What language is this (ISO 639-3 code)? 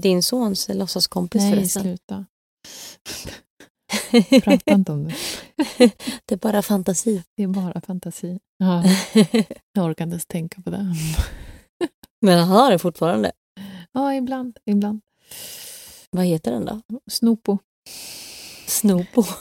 swe